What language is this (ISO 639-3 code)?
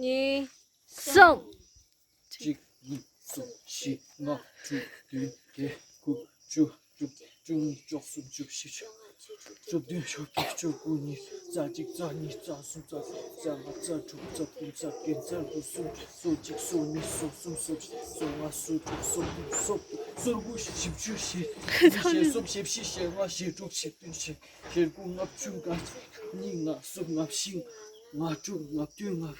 bod